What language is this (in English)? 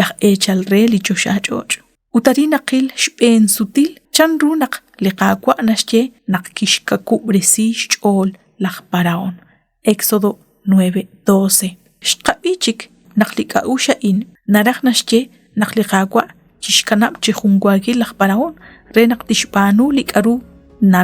Kekchí